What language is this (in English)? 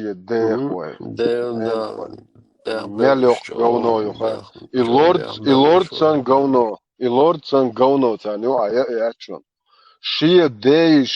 Chechen